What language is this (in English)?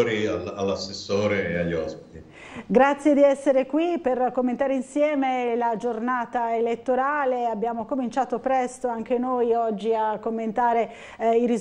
Italian